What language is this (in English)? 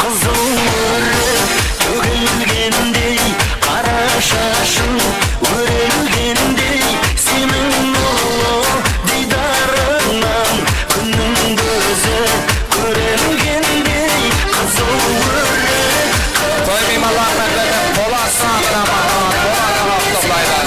Kara-Kalpak